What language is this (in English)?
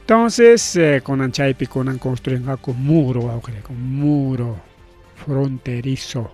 Ayacucho Quechua